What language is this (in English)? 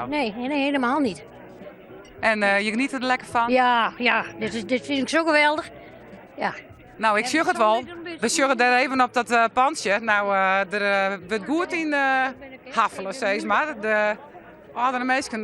Western Frisian